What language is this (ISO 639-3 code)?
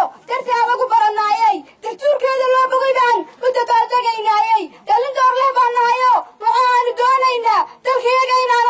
som